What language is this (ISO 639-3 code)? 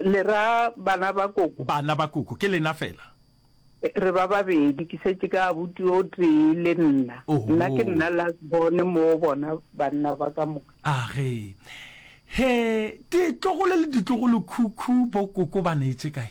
nso